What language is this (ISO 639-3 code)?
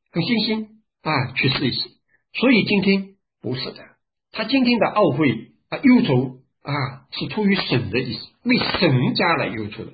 zho